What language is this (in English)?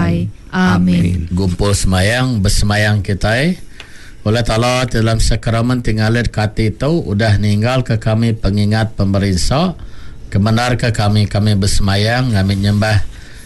Iban